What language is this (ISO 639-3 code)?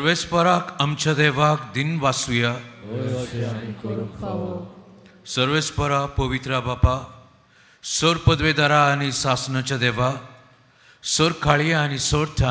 kok